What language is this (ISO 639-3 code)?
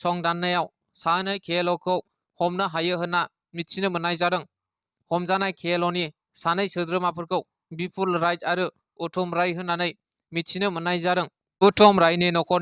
brx